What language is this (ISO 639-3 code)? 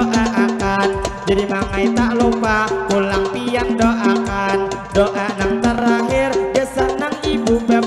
bjn